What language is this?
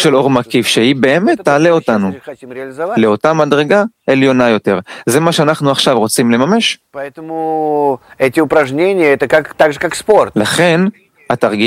Hebrew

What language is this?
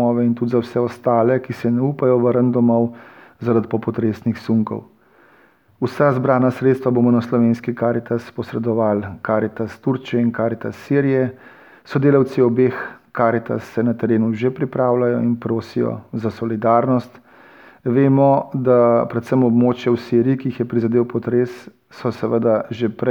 Slovenian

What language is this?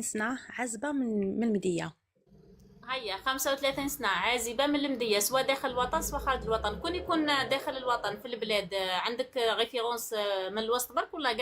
Algerian Arabic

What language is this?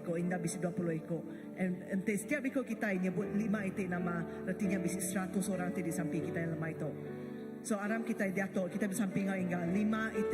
Iban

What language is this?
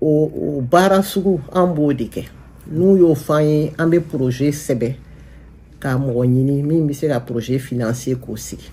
Bambara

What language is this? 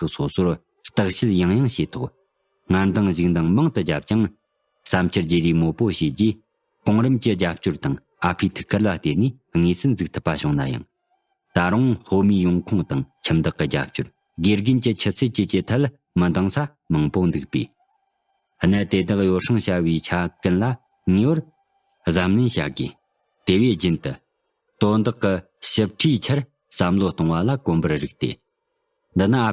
Tibetan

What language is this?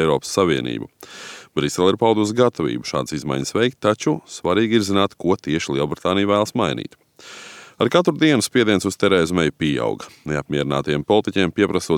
Latvian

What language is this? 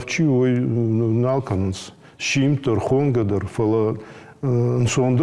Ossetic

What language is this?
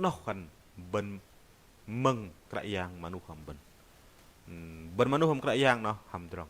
Bahnar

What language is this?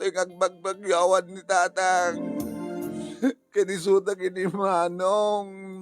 Iloko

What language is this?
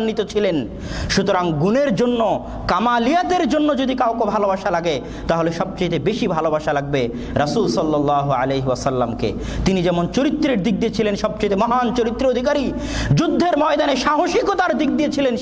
Bangla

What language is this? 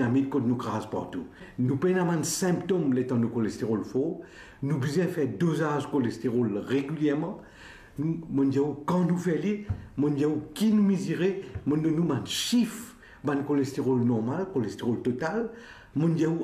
Morisyen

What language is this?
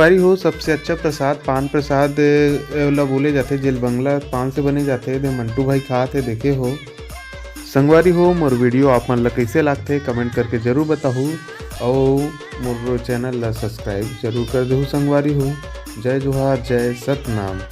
Chhattisgarhi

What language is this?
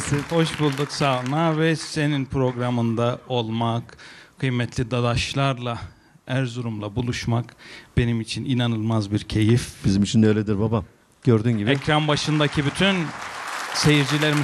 Turkish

